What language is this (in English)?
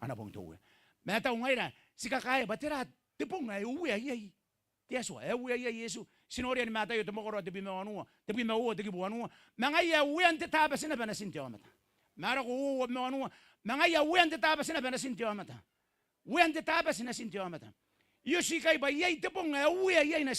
Gilbertese